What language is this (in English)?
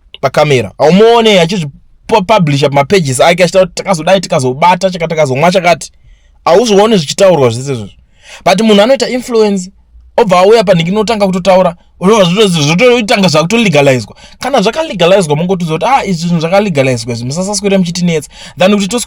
Shona